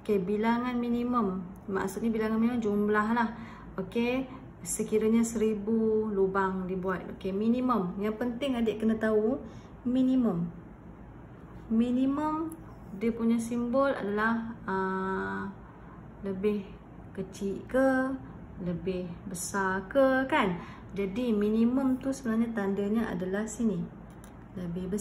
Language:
Malay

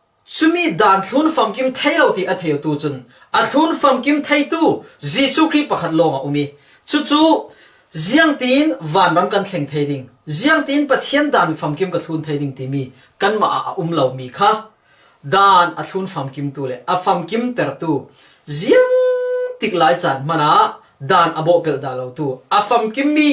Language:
Falam Chin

